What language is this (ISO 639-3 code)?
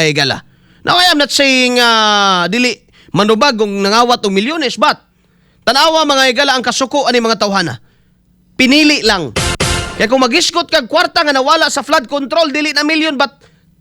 ceb